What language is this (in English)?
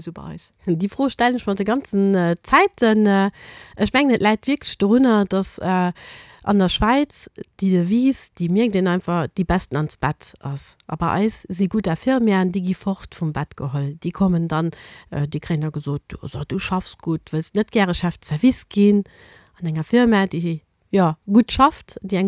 Luxembourgish